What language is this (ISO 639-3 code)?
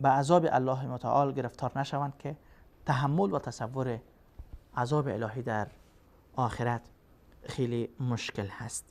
fas